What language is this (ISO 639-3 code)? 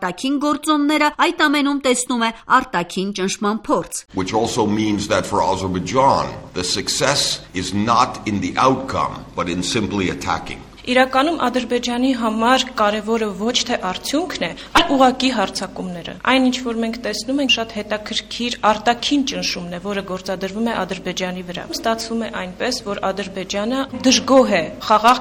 hye